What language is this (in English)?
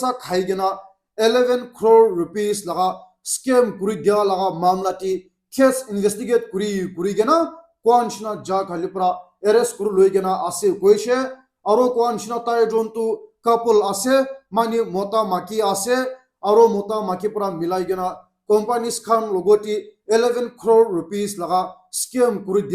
Naga Pidgin